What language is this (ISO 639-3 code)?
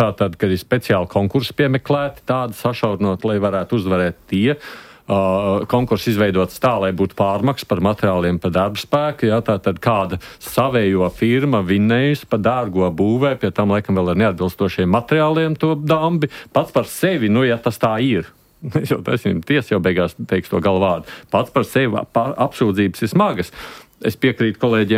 lav